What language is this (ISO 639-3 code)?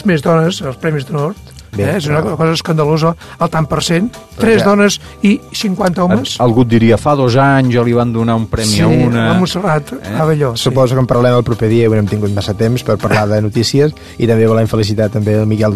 cat